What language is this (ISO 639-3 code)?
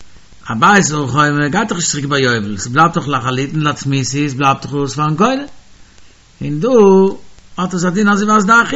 yid